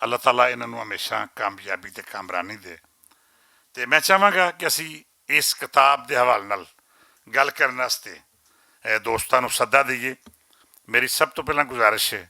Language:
Western Panjabi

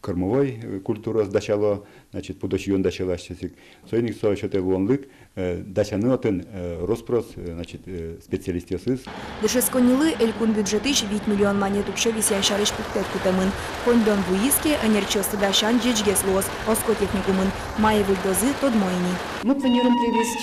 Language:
Udmurt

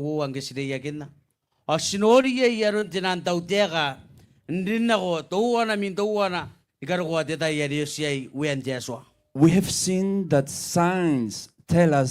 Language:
Gilbertese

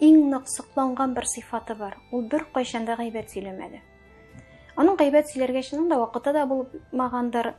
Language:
Tatar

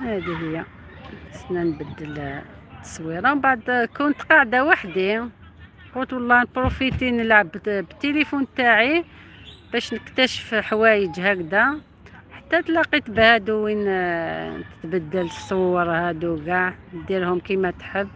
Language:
Algerian Arabic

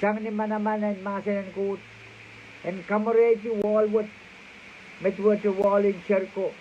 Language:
Pohnpeian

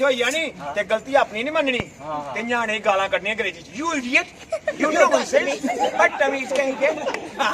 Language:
Dogri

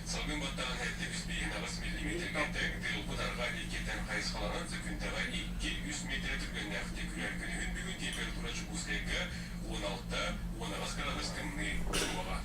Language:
Yakut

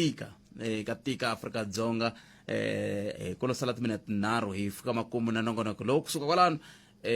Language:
Tsonga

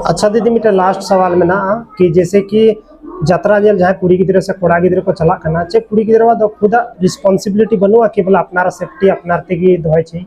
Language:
Santali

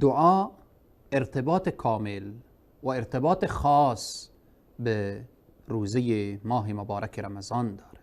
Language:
Persian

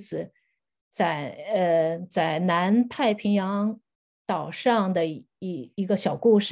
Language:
Chinese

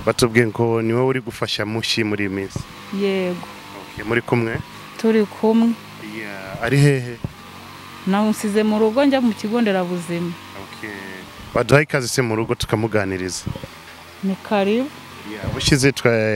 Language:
Kinyarwanda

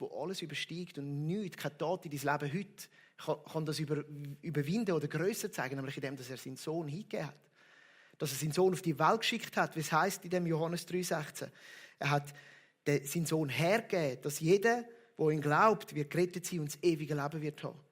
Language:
Swiss German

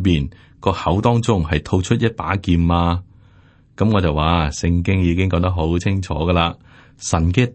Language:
Cantonese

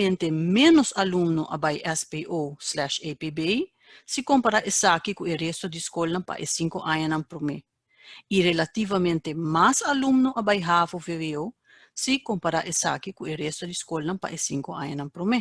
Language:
Papiamento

